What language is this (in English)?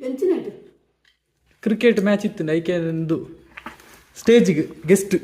Tulu